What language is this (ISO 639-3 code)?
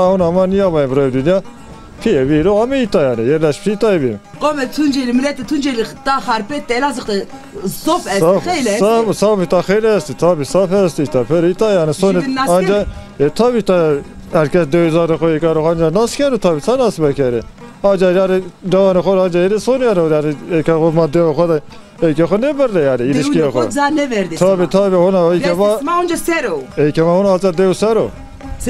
zza